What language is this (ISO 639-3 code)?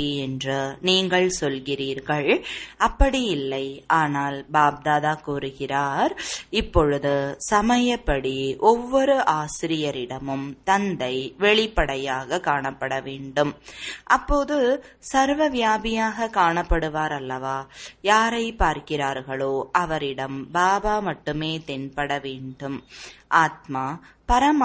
tam